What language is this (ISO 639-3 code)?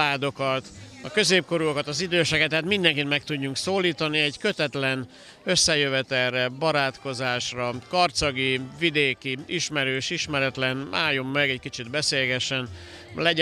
hun